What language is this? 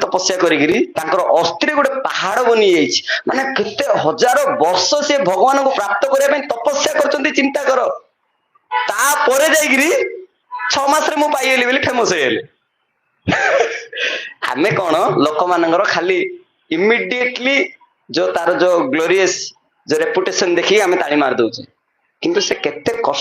Odia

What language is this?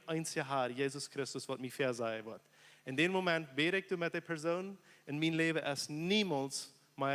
Plautdietsch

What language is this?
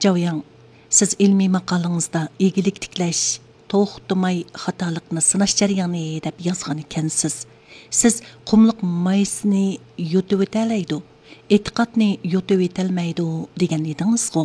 Uyghur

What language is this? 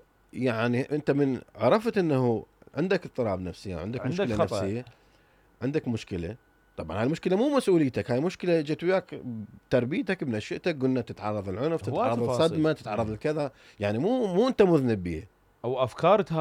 Mesopotamian Arabic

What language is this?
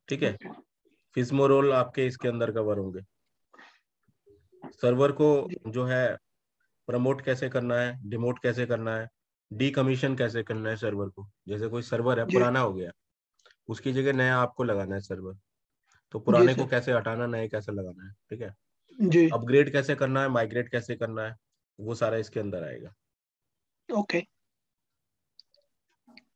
Hindi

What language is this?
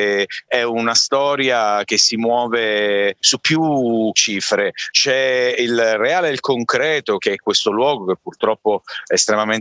Italian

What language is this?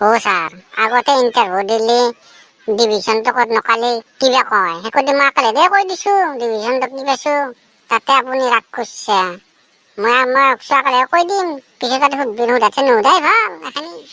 Assamese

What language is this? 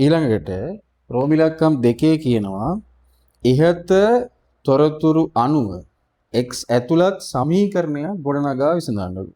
Sinhala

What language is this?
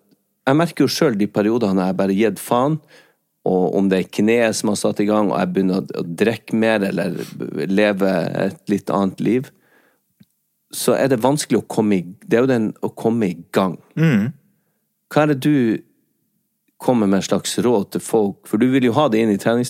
Norwegian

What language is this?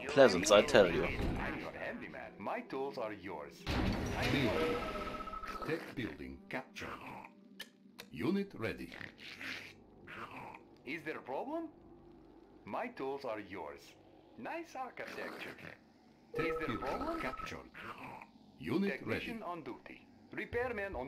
English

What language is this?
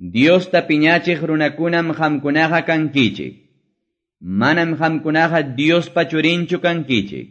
Quechua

